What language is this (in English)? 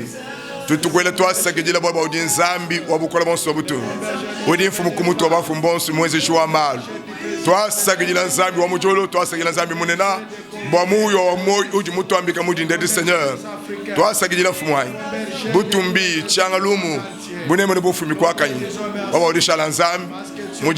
Luba-Lulua